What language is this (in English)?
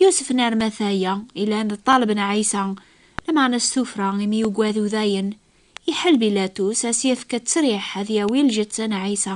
Kabyle